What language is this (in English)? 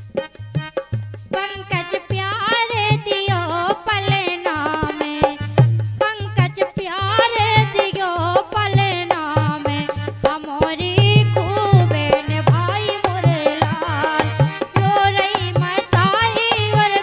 Bundeli